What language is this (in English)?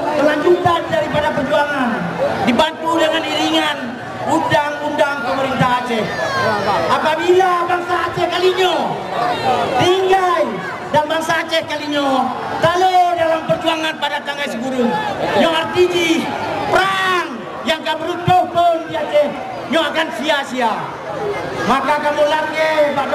Achinese